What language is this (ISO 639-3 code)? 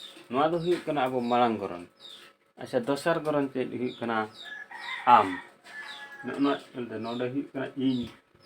sat